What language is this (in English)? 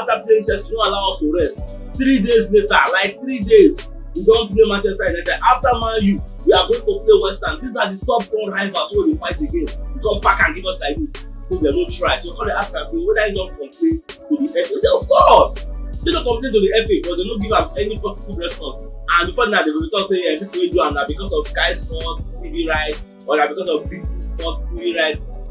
Nigerian Pidgin